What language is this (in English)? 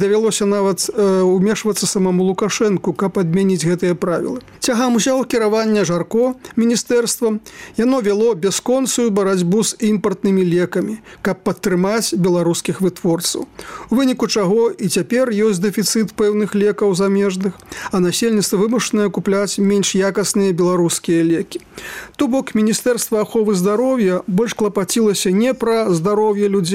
Belarusian